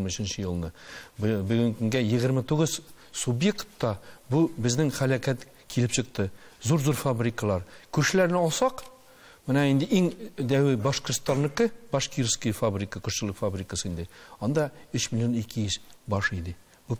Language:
Tatar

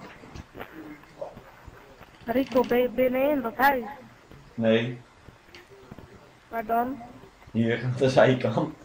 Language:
Dutch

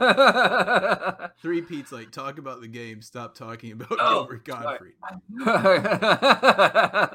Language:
English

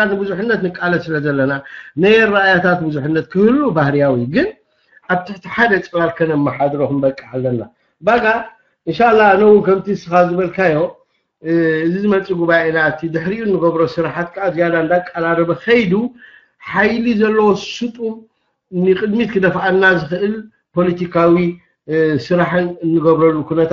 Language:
Tigrinya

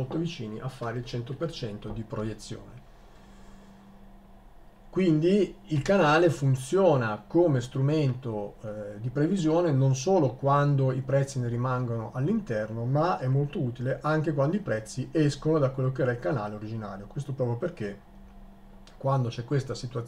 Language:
Italian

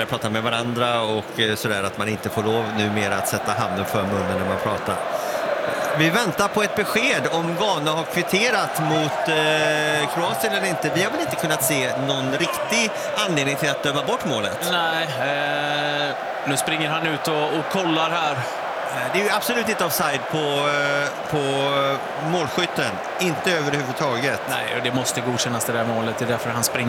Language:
Swedish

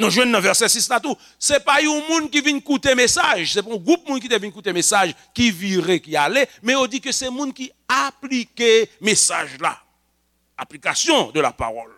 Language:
Haitian Creole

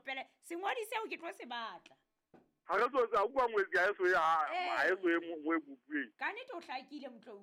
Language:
Southern Sotho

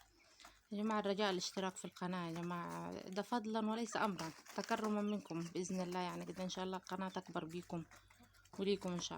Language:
Egyptian Arabic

